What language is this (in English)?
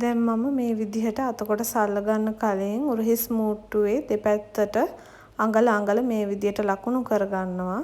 Sinhala